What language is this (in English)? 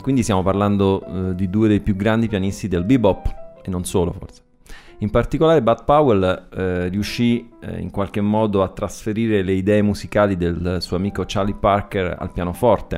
Italian